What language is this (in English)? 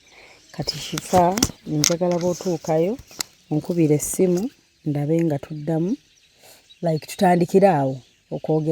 Ganda